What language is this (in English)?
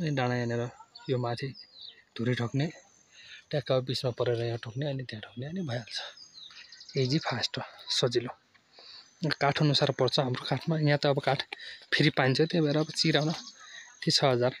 Nepali